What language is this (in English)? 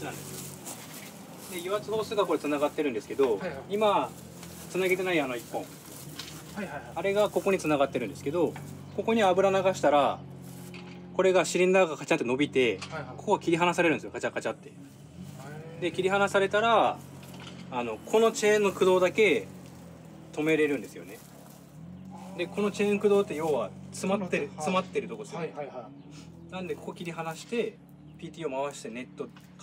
Japanese